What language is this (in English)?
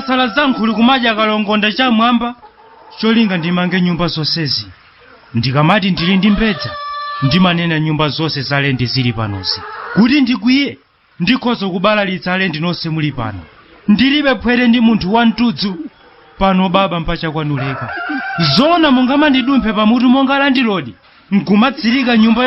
Nyanja